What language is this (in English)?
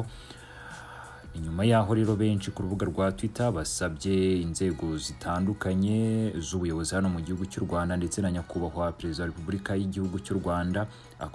Kinyarwanda